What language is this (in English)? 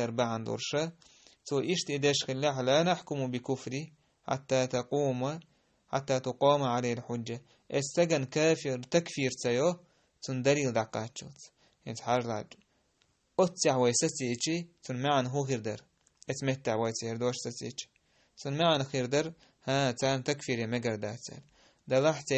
Chechen